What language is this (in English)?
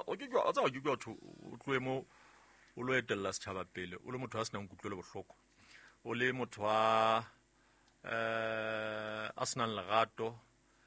Southern Sotho